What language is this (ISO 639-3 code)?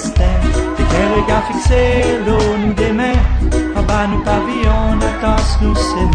crs